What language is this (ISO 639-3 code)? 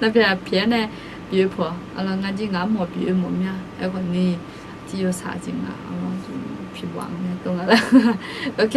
ahk